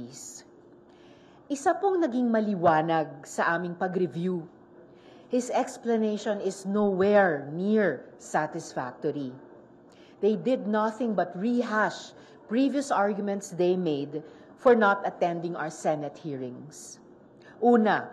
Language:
Filipino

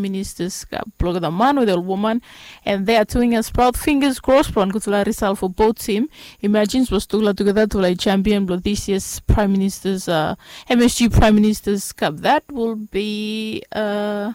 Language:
Bislama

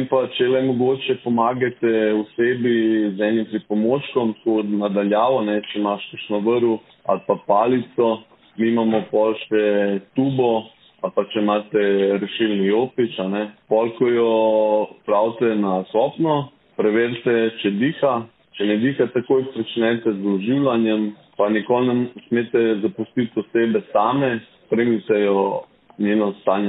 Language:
Slovenian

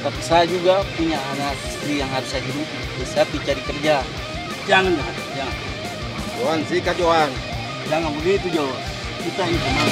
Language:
Makassar Malay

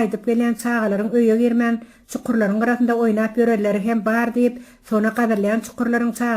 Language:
Turkmen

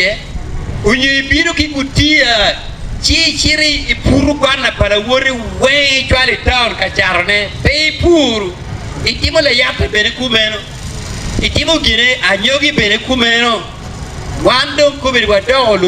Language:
Acoli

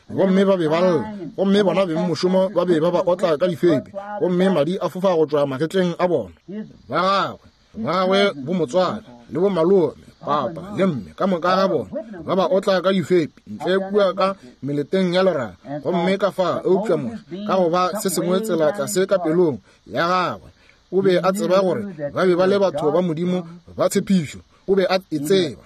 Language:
Northern Sotho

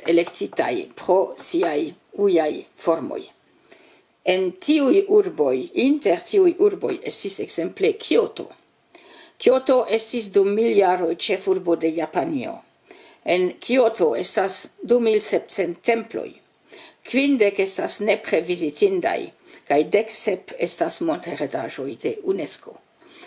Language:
Esperanto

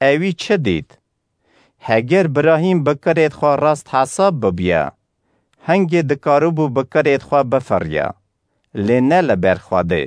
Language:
Kurdish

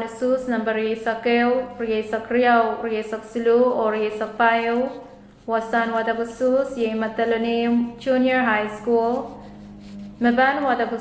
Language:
Pohnpeian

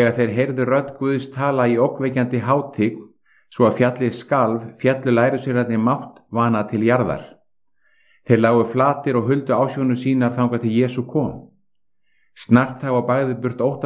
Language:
Icelandic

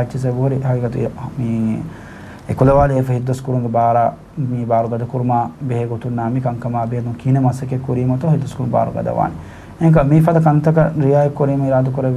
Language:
Divehi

